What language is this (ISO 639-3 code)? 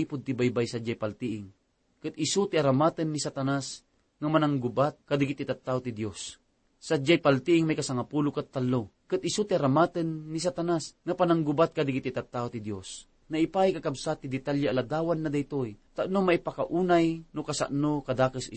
ilo